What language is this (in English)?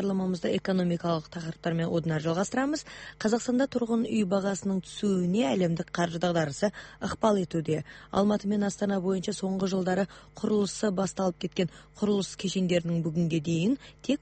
Kazakh